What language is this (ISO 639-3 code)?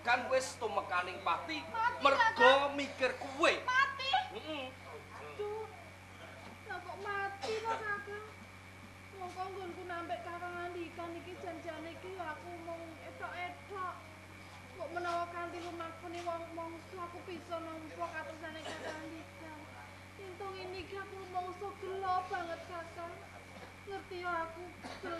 jav